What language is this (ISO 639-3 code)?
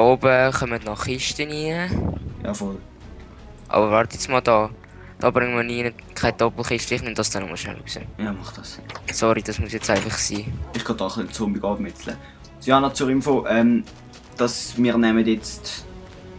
gsw